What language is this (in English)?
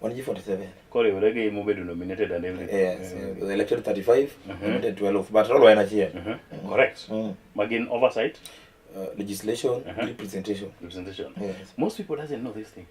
Luo (Kenya and Tanzania)